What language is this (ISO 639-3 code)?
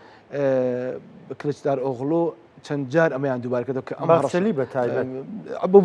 ckb